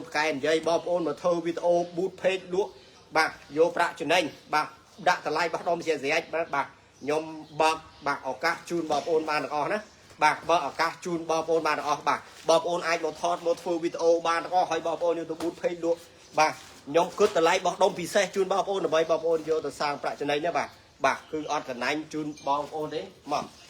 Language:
Khmer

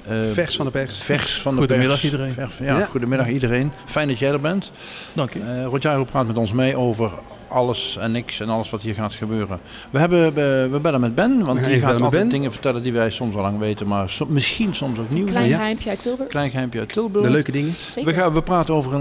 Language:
Dutch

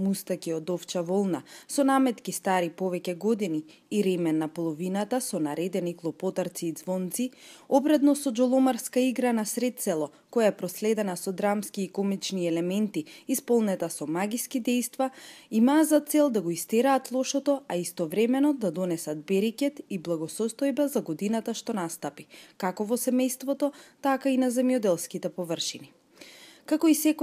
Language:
Macedonian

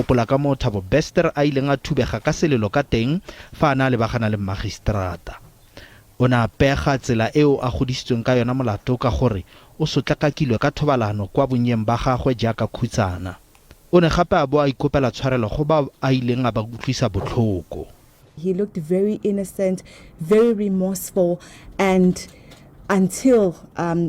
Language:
Tswana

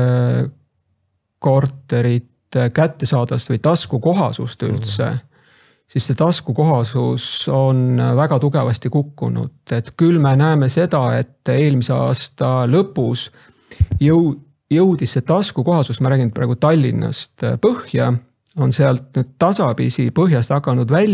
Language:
Estonian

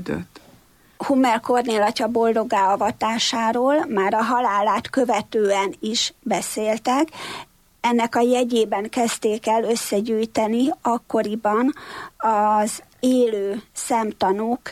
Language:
Hungarian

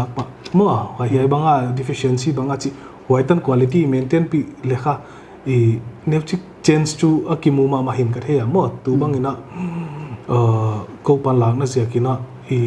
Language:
Paite Chin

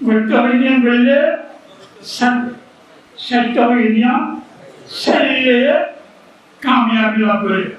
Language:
Rohingya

